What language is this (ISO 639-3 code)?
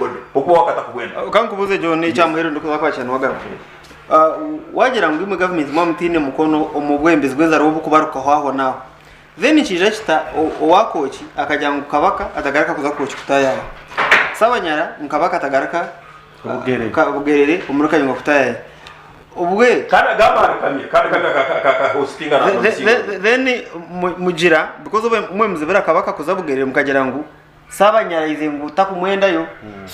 nyn